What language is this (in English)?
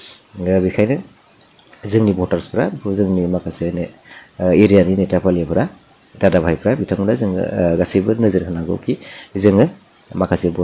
Bodo